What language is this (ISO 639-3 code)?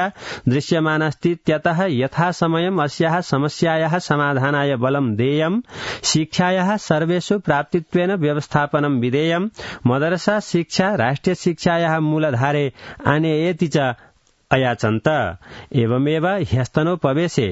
san